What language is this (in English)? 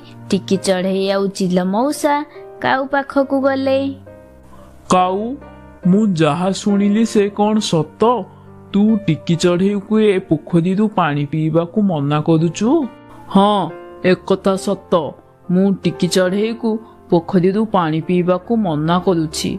Odia